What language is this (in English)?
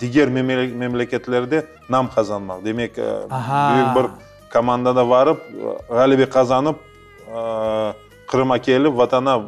Crimean Tatar